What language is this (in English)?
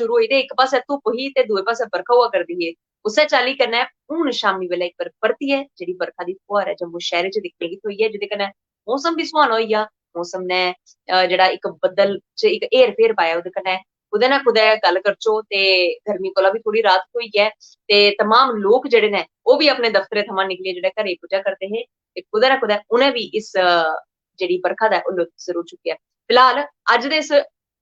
Dogri